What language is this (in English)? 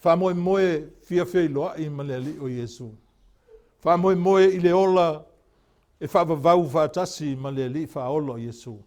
Samoan